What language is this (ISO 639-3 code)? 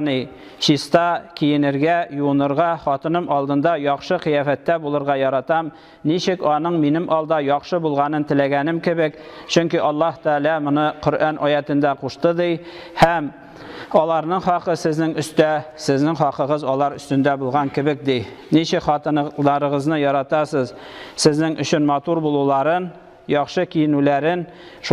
tat